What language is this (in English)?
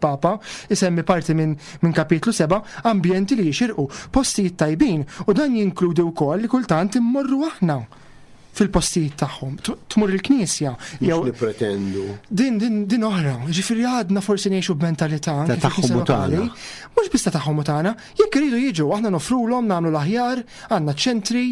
Maltese